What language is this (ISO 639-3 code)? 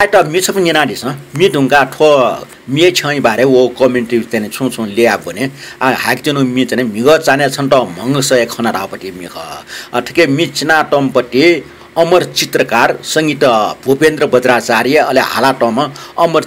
new